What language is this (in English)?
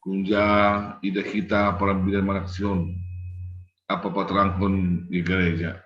Batak Simalungun